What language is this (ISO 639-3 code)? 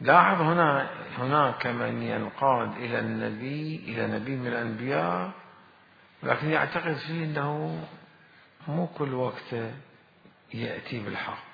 acm